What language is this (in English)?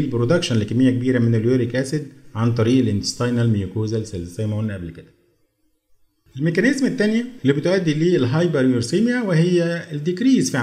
Egyptian Arabic